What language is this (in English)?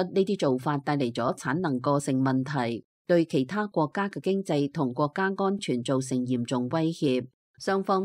Cantonese